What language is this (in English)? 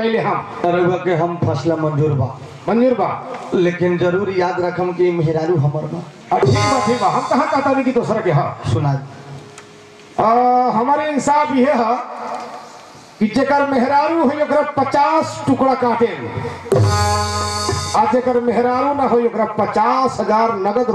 Bhojpuri